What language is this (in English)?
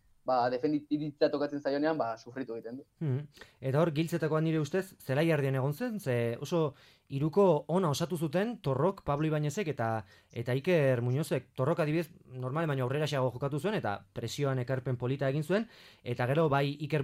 Basque